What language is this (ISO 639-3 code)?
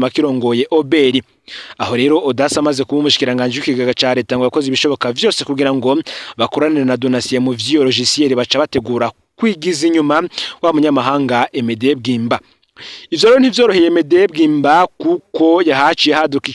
run